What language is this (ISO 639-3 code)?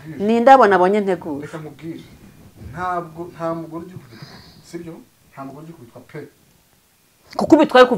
kin